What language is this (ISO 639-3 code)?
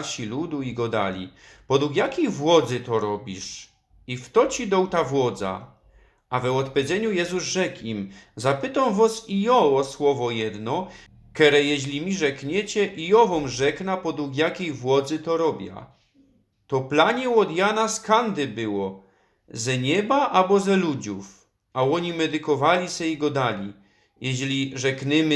szl